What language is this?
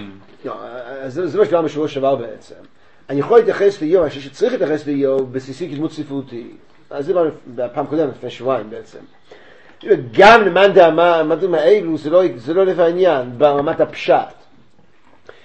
Hebrew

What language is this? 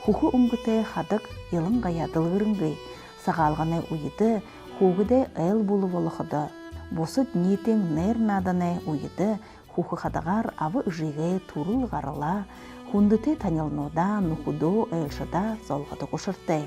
Buriat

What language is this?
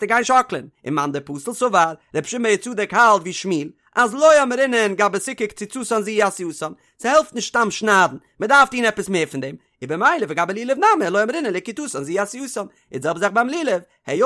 Yiddish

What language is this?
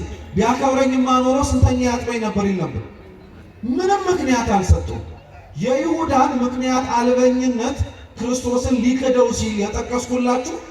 Amharic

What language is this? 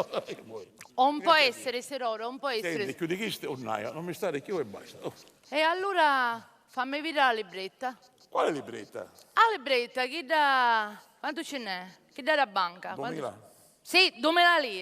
Sicilian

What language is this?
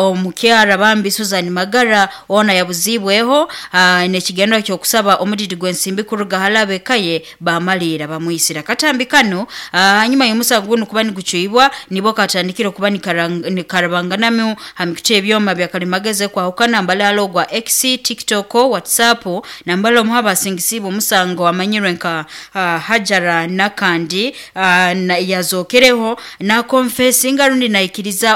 Nyoro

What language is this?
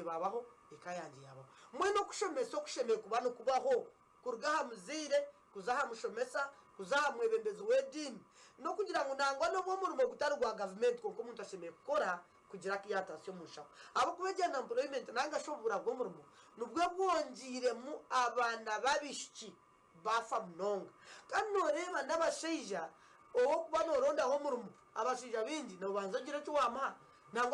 Nyankole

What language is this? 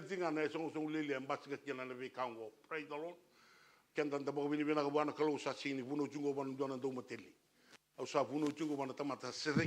Fijian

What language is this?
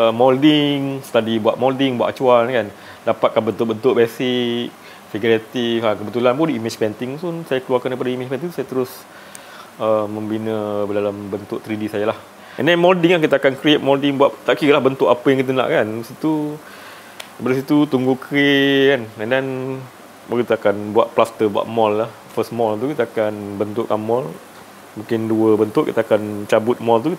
Malay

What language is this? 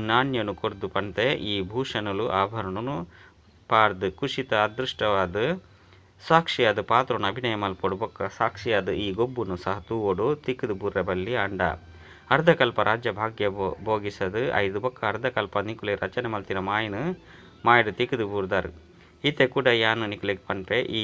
Tulu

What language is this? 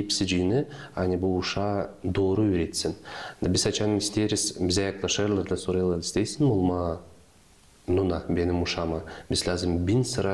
Gagauz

